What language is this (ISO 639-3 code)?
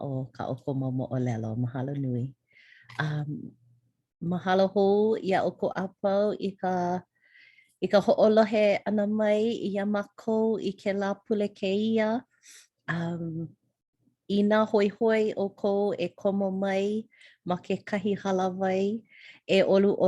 haw